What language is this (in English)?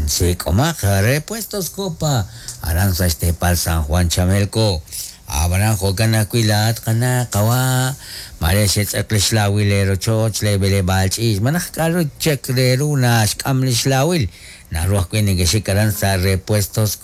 Kekchí